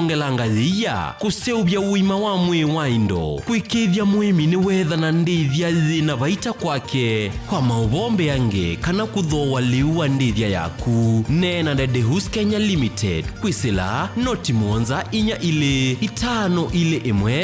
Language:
Kamba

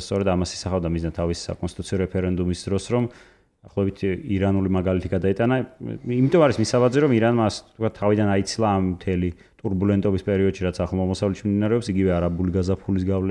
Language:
Georgian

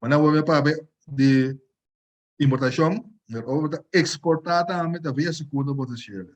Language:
Papiamento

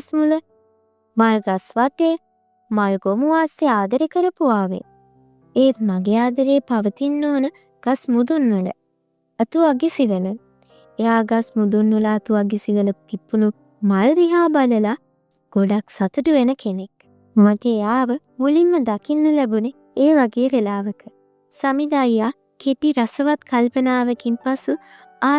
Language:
Sinhala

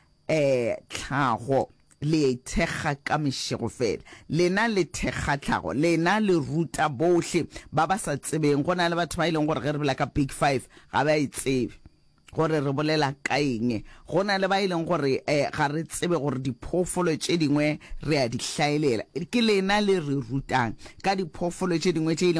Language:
Northern Sotho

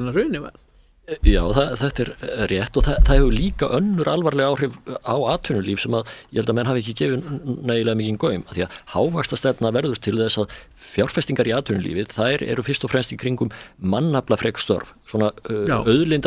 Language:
Icelandic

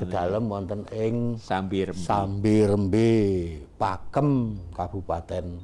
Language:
Javanese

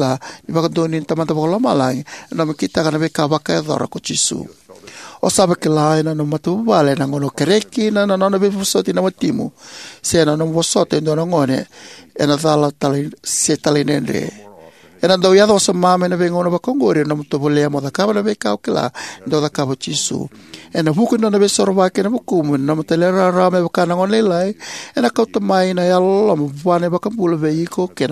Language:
Fijian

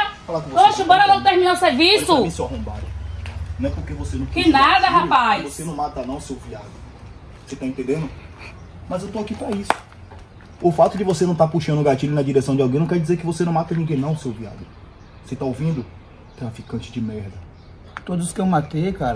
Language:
Portuguese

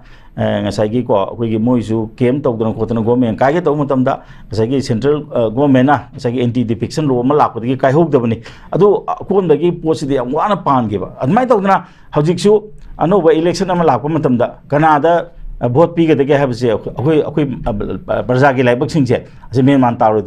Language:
Manipuri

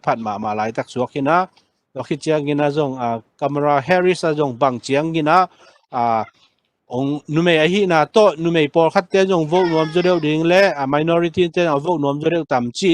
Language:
Tedim Chin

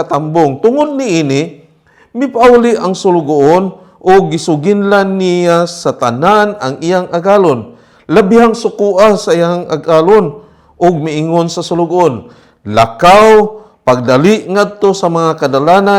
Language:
Cebuano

